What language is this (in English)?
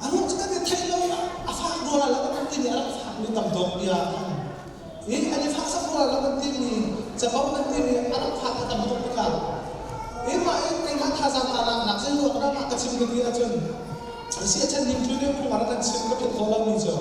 Hakha Chin